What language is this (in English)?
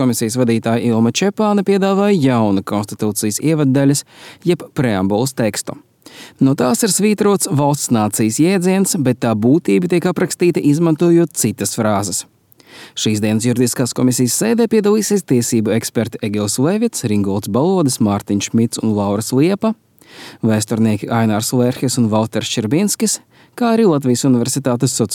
Latvian